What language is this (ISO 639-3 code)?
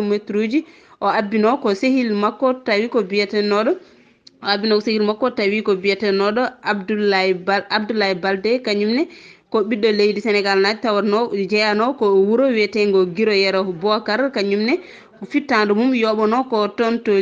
ful